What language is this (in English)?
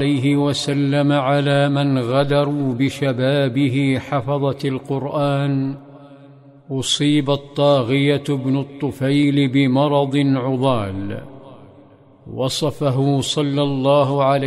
Arabic